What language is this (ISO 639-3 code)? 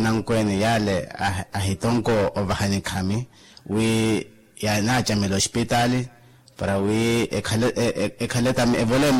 vmw